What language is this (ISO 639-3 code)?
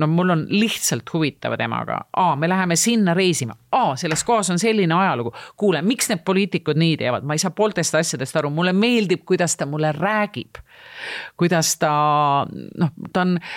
est